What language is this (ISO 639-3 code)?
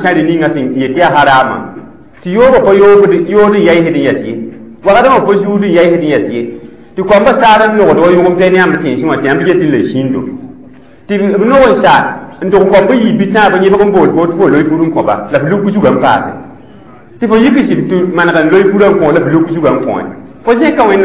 mos